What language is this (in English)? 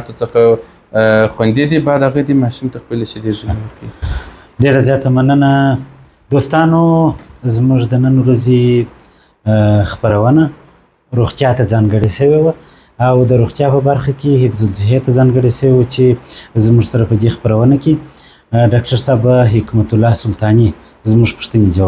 Pashto